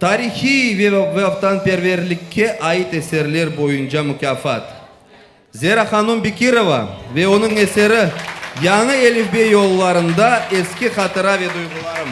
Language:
Crimean Tatar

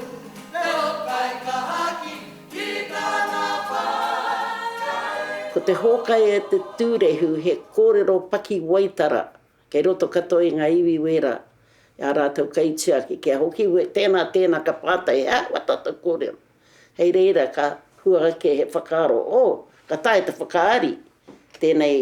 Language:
Māori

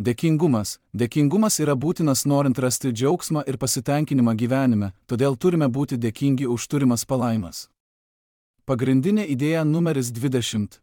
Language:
Lithuanian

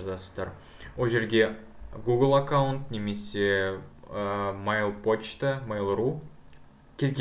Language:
Kazakh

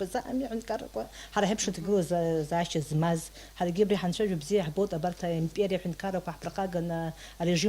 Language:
Abkhazian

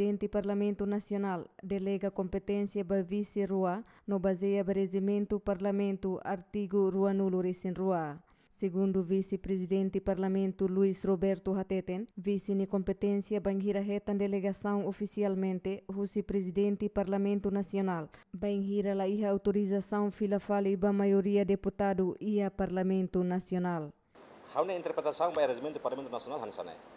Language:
Tetum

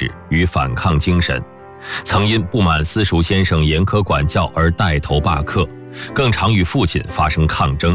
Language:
Chinese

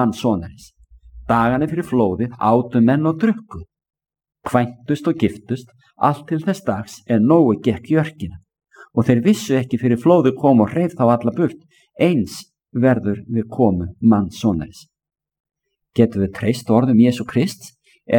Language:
Icelandic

